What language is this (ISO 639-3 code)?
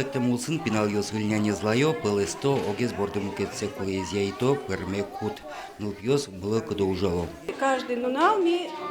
udm